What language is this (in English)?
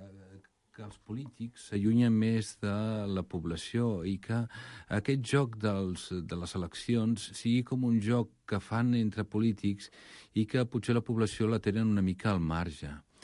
Catalan